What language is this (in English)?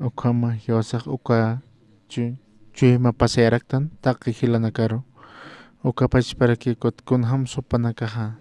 Aymara